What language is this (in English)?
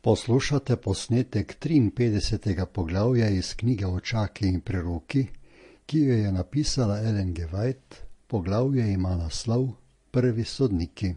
Slovenian